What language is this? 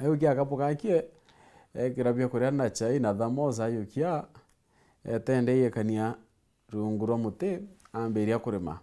Meru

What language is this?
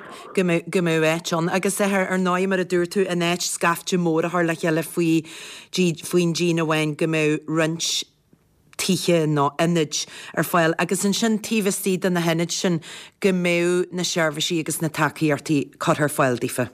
Irish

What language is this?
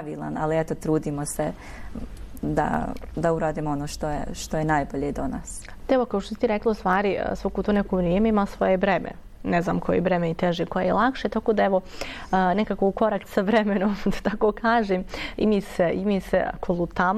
Bosnian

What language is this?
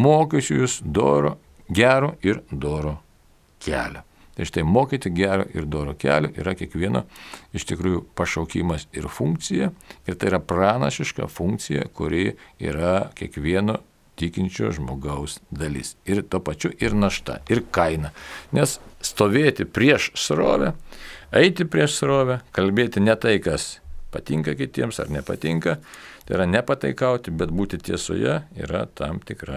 Lithuanian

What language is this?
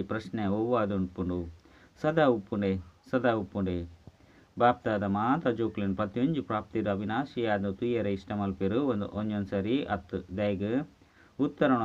Tulu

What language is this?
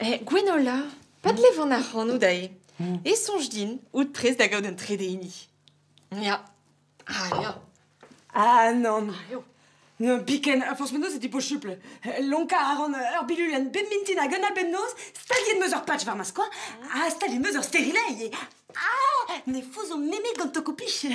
Breton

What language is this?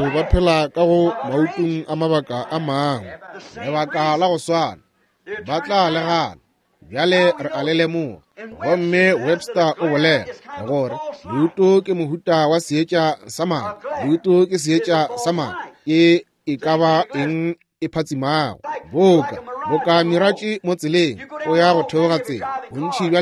Northern Sotho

